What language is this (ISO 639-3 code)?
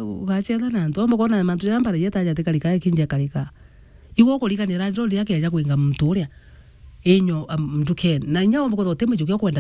mer